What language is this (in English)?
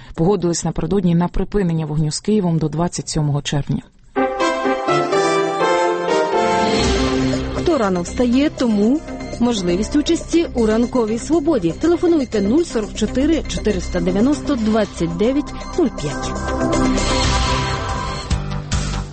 Ukrainian